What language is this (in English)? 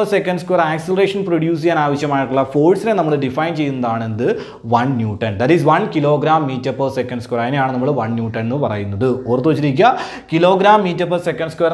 Malayalam